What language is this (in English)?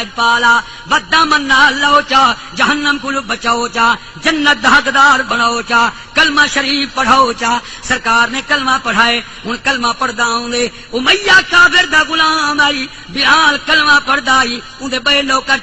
Saraiki